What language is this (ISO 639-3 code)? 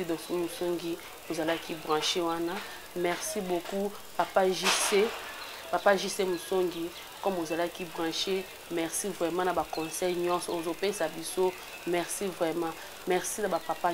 lin